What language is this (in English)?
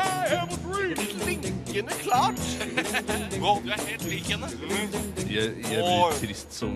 Norwegian